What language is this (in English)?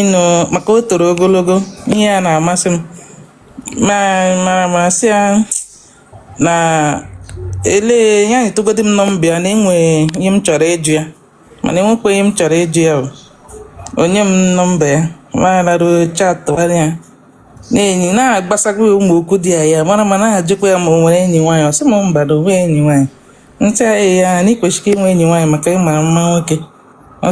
Igbo